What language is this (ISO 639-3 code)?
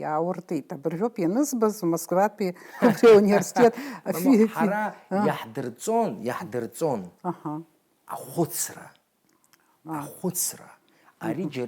abk